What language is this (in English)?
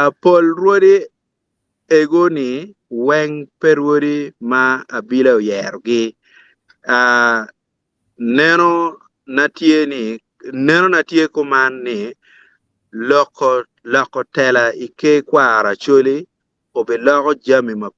Acoli